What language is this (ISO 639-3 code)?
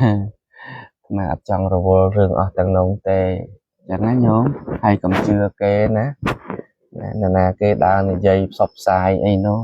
khm